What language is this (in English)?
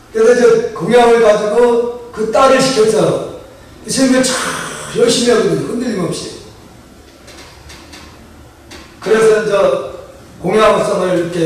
Korean